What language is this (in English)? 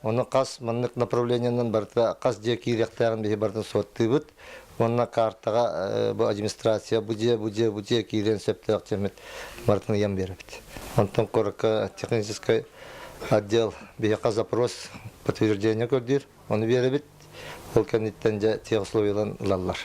Yakut